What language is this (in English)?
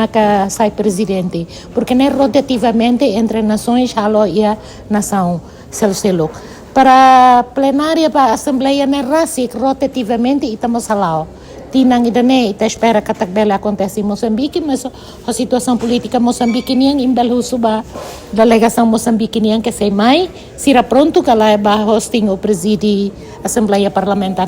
Tetum